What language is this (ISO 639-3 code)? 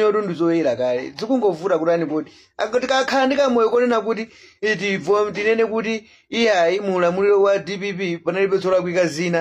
nya